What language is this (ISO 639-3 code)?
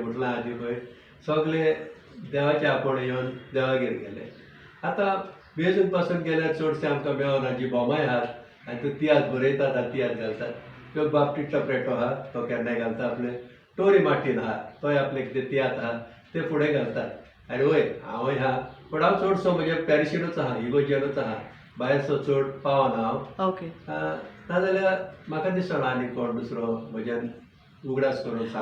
kok